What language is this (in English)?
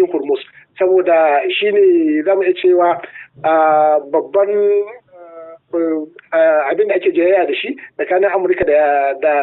Hausa